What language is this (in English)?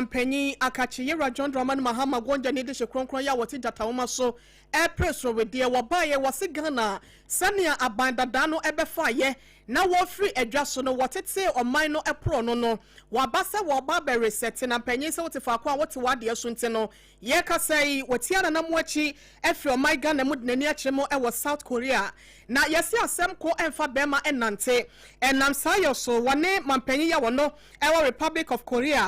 Akan